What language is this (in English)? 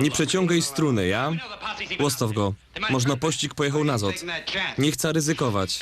Silesian